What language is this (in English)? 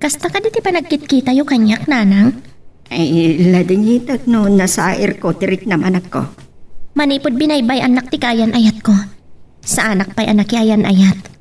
Iloko